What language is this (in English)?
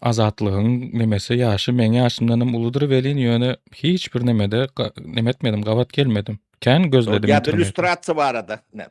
Turkmen